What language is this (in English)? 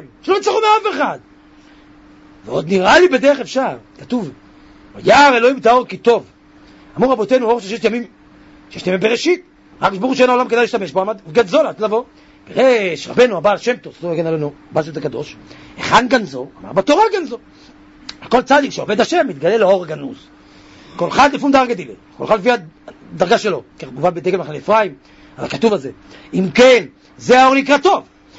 Hebrew